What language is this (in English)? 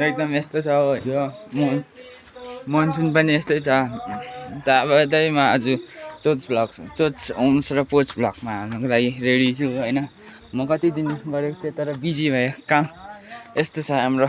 Nepali